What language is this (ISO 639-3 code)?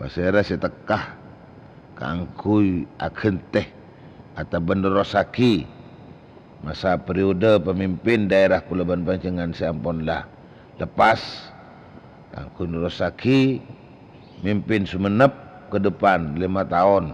mad